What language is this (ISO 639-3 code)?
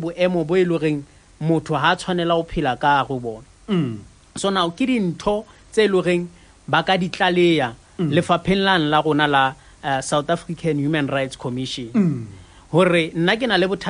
sot